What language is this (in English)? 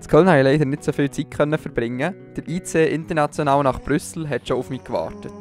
Swiss German